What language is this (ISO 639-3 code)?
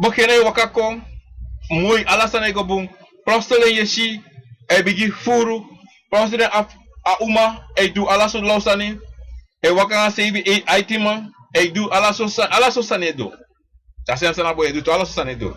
srn